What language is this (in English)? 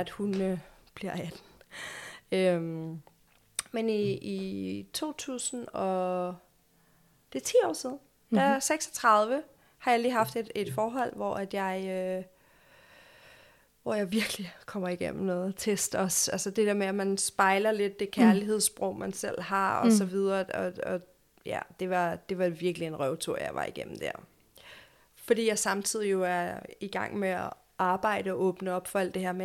Danish